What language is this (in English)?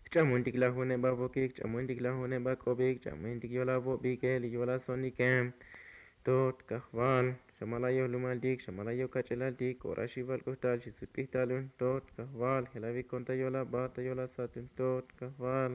Tzotzil